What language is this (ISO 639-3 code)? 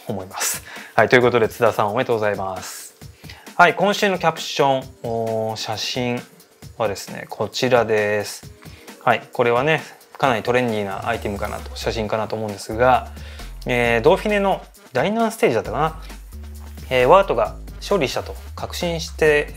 jpn